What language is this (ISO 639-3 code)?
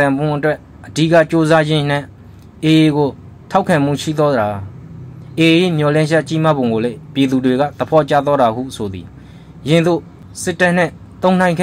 mya